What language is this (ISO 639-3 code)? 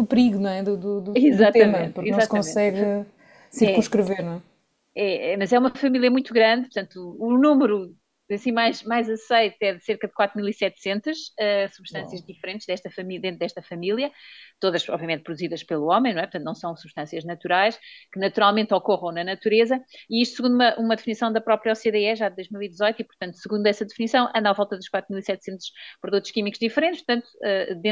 por